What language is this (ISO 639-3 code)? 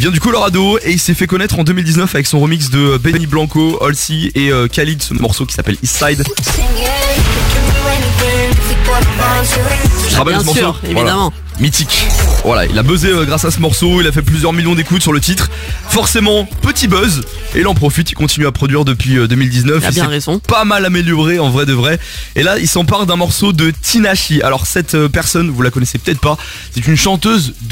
fra